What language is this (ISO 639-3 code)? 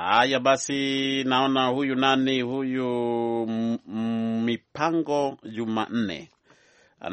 swa